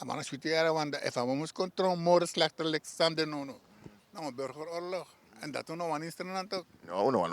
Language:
Sranan Tongo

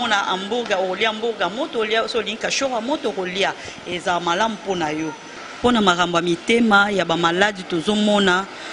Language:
Lingala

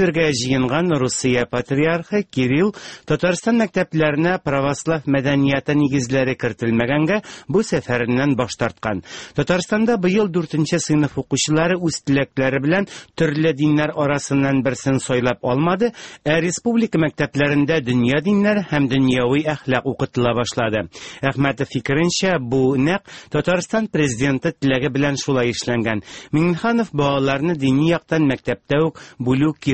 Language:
Tatar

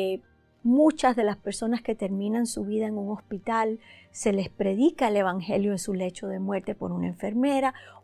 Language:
Spanish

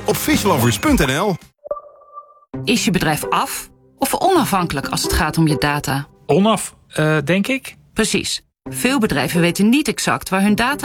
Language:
Dutch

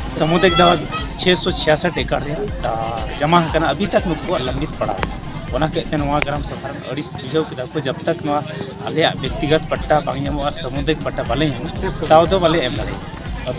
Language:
Santali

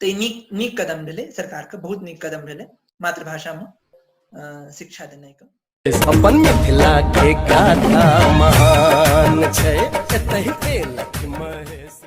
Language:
Maithili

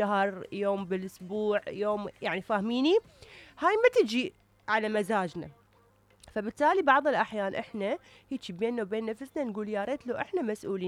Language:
Mesopotamian Arabic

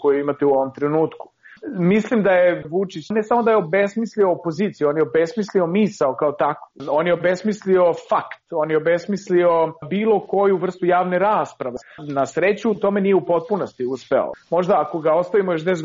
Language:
Serbian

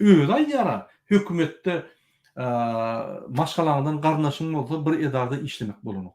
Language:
Turkmen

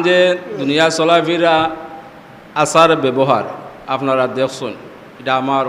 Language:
Sylheti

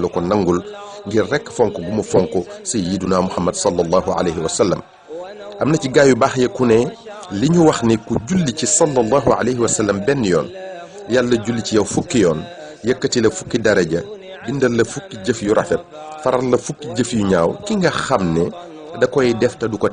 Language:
Wolof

